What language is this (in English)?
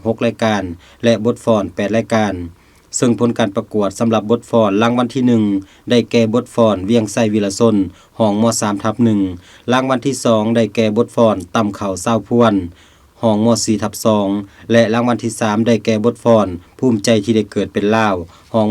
Lao